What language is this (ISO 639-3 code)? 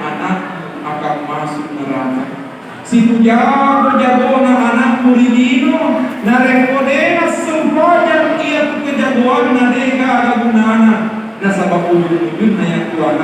bug